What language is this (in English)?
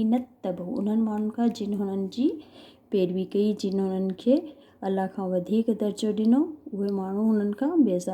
Sindhi